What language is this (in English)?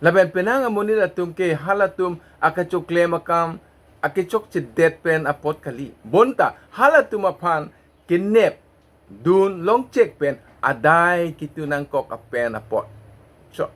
Karbi